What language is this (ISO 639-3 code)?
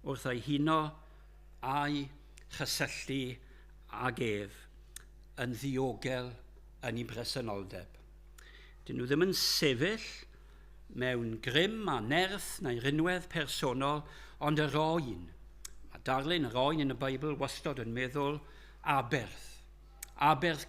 cym